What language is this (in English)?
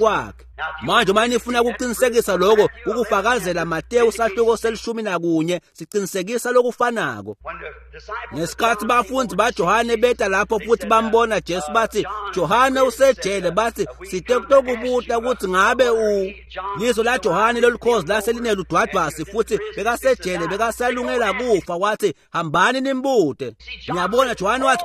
Swati